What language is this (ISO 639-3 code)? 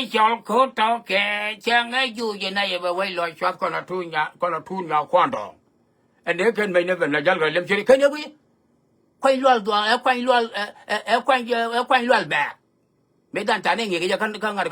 nus